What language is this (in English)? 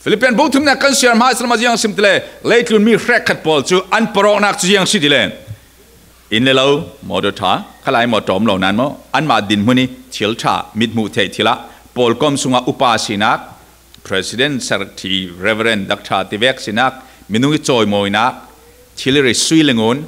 Falam Chin